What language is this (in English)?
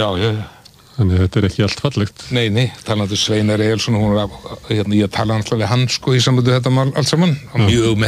Icelandic